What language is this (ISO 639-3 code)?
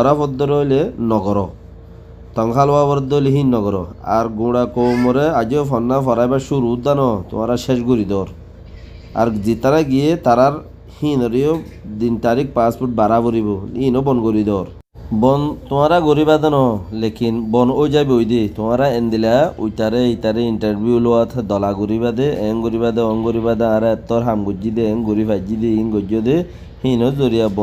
rhg